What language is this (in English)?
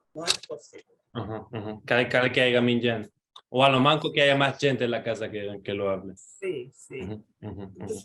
Ladino